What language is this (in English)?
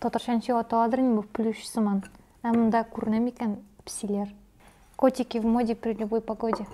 Tatar